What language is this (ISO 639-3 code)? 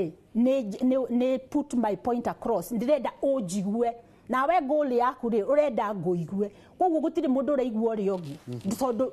kik